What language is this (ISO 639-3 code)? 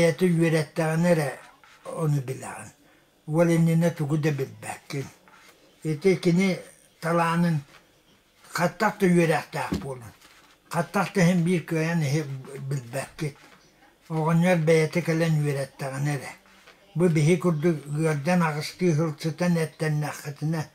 sah